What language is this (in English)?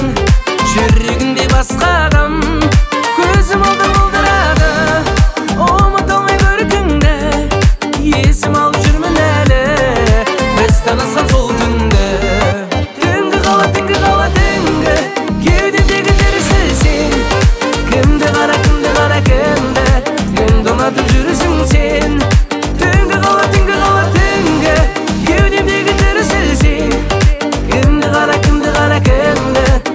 Kazakh